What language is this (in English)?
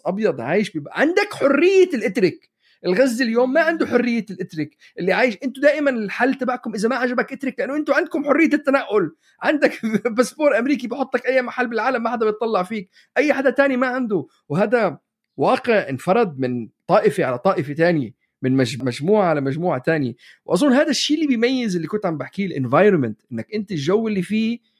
North Levantine Arabic